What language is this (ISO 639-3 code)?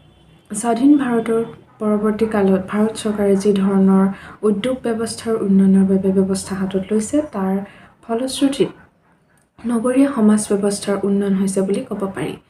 asm